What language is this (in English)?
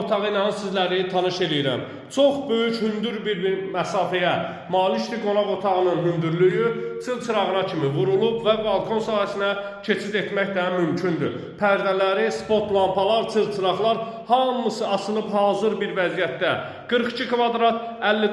Azerbaijani